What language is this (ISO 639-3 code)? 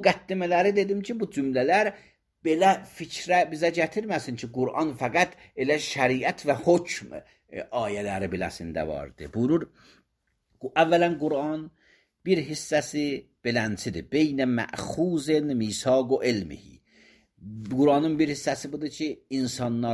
aze